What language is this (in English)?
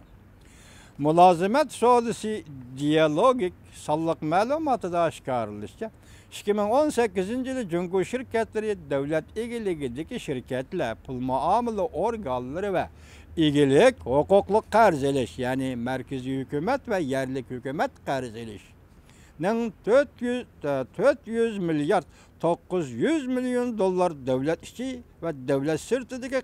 Uyghur